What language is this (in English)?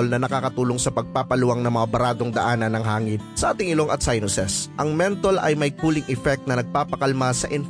Filipino